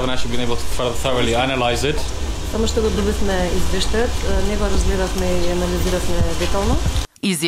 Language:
Macedonian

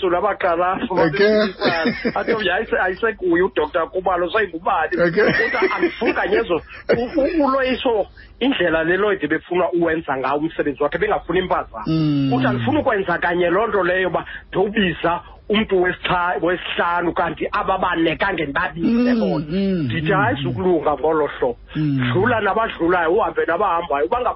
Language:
Xhosa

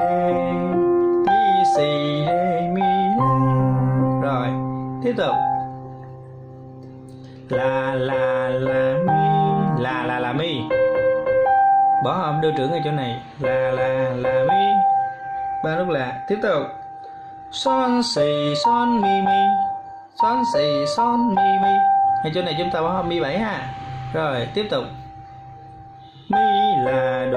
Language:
Vietnamese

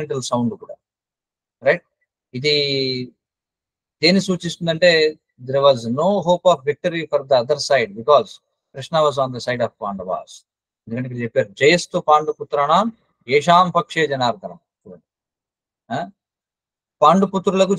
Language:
Telugu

